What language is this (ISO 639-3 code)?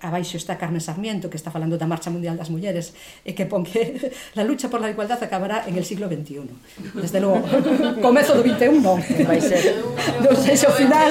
glg